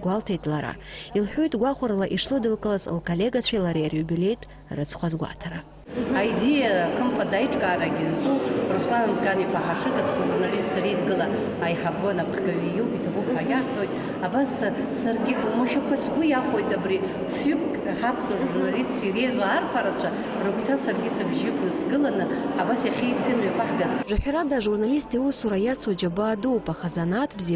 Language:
Abkhazian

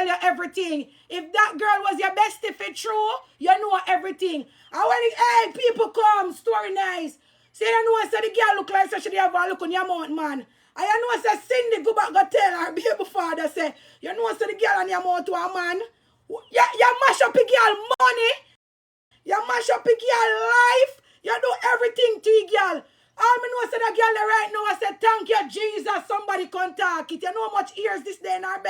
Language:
Jamaican Creole English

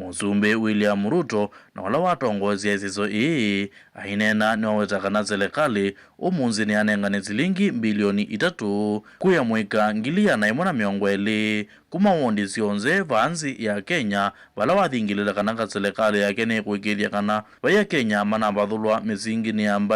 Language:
Kamba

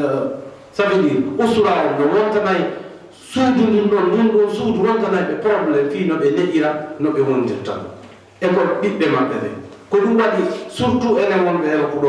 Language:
Fula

